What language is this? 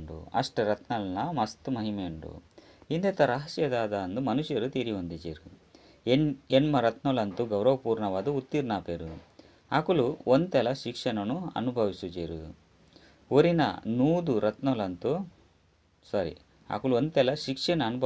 Tulu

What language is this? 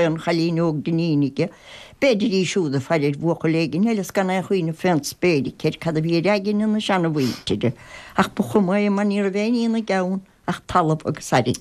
Irish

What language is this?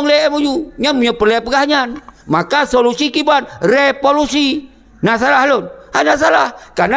Achinese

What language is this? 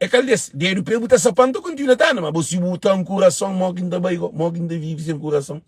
Kabuverdianu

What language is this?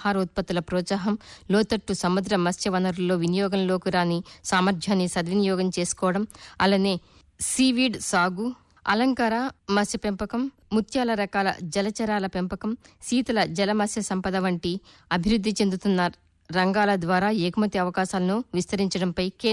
Telugu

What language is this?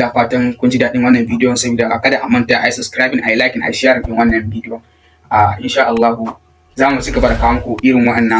Hausa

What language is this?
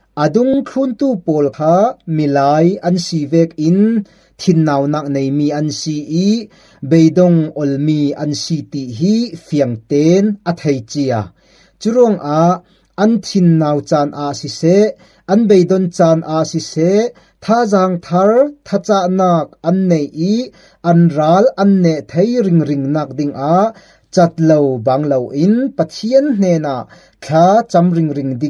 Falam Chin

